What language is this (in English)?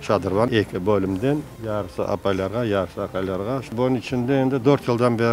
Crimean Tatar